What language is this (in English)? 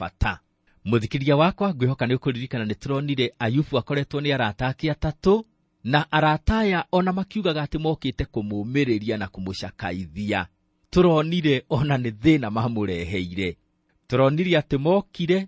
Kikuyu